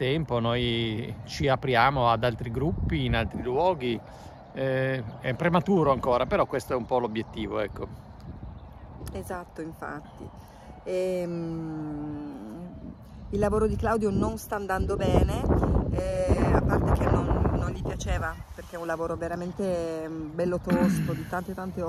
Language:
Italian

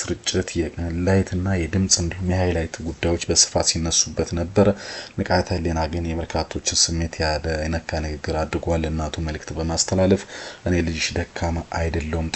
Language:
Amharic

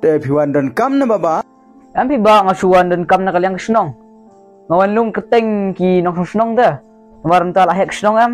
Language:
Khasi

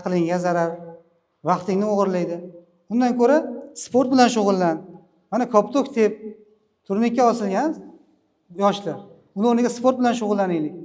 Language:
Uzbek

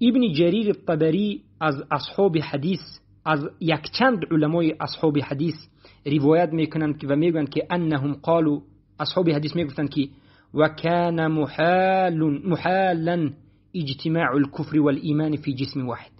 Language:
Tajik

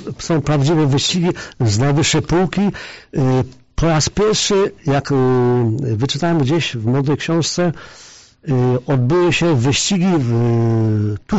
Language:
Polish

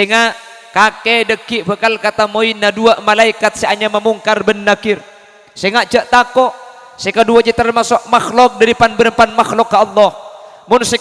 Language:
Madurese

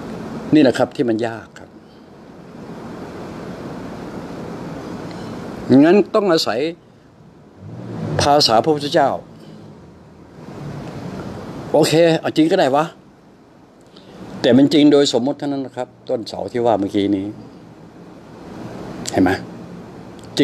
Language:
Thai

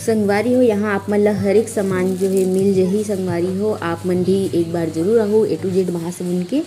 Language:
Chhattisgarhi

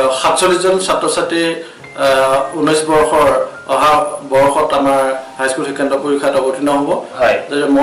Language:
Assamese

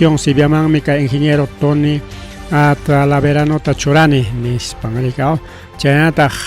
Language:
Ayacucho Quechua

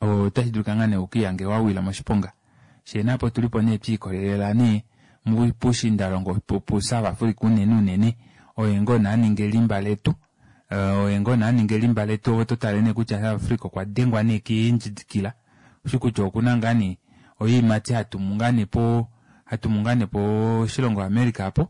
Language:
Kuanyama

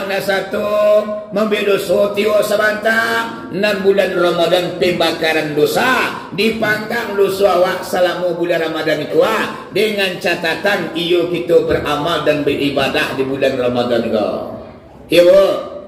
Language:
Minangkabau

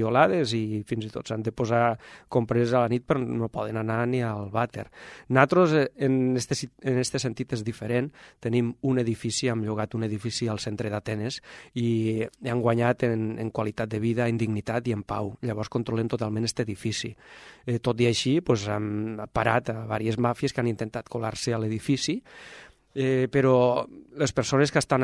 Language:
Catalan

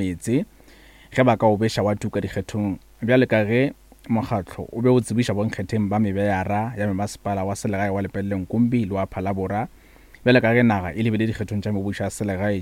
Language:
Northern Sotho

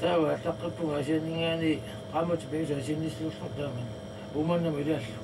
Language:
Kalaallisut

